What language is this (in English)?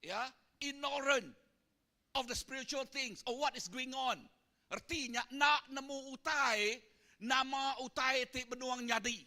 Iban